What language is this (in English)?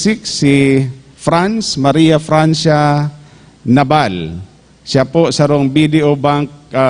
Bikol